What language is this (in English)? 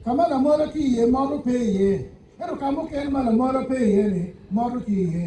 Acoli